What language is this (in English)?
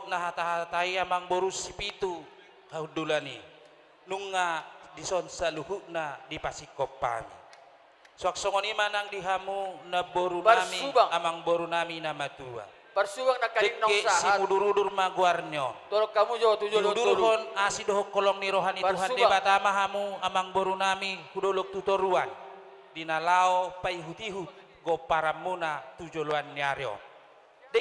Batak Toba